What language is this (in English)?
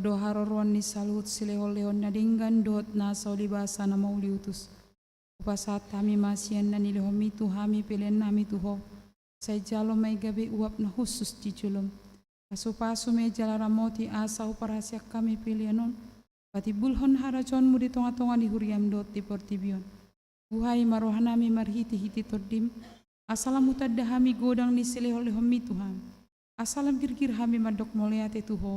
Batak Toba